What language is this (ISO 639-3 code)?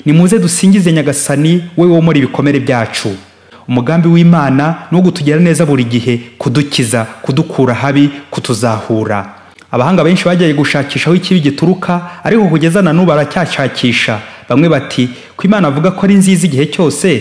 kin